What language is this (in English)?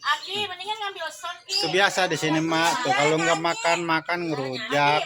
Betawi